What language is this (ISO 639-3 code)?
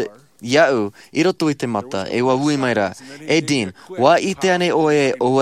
tah